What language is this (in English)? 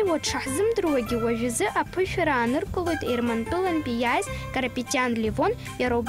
Abkhazian